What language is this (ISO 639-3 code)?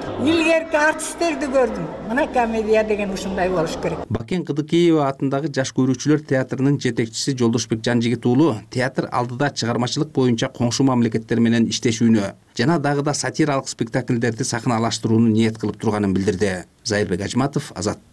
kir